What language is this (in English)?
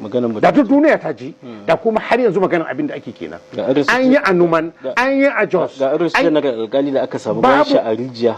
Hausa